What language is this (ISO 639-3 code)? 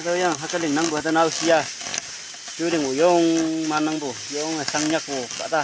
nag